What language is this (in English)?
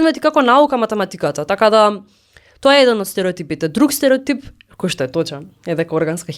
Macedonian